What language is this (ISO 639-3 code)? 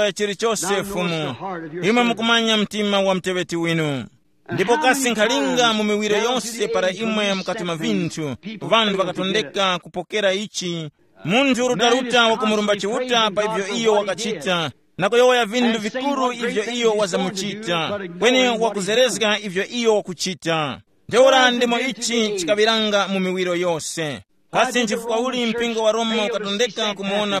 tum